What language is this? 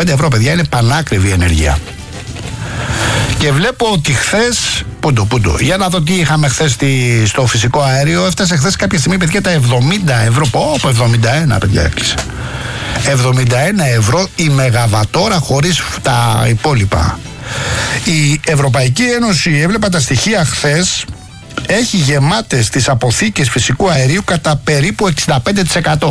Greek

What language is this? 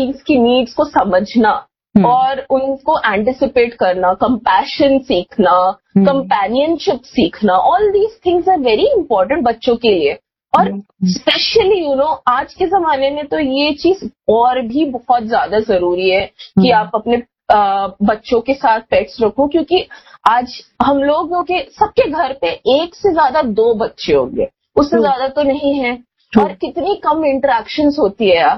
Hindi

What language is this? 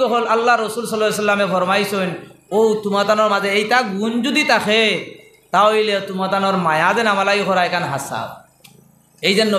Sylheti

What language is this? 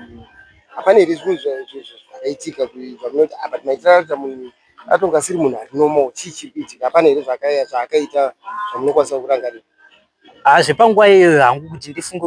Shona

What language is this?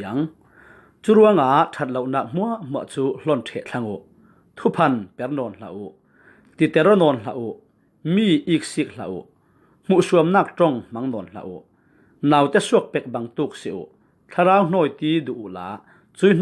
Falam Chin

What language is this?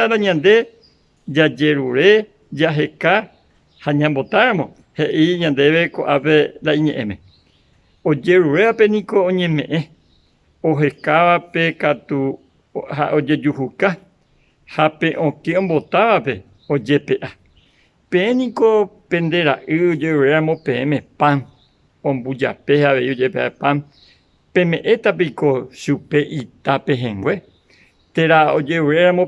Guarani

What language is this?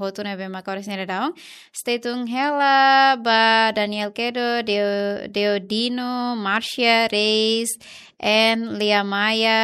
Tetum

